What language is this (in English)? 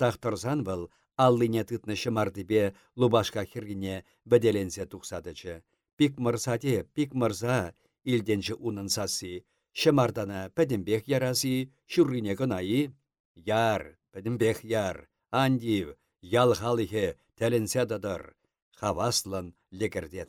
Chuvash